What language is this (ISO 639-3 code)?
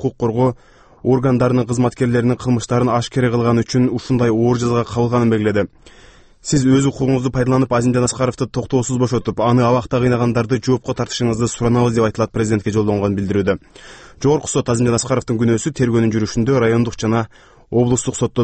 kir